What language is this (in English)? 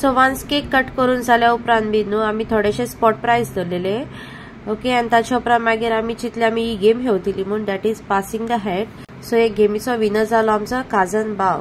Konkani